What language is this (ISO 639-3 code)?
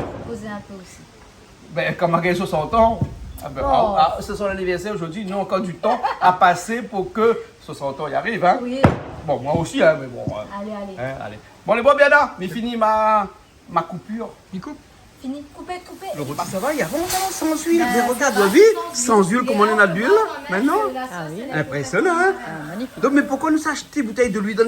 rcf